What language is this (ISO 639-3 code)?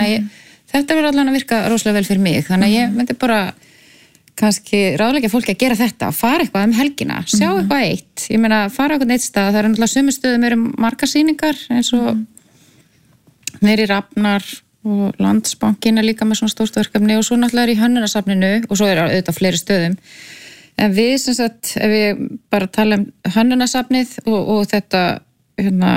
isl